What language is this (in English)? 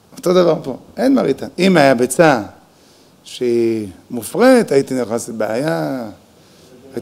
Hebrew